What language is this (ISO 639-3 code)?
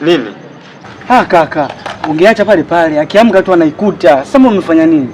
swa